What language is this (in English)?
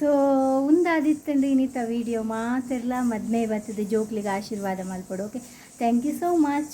Tulu